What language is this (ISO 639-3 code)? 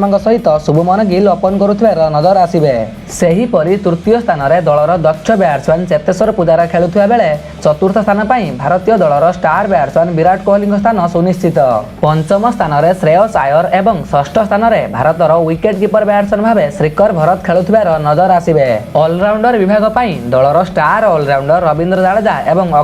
ori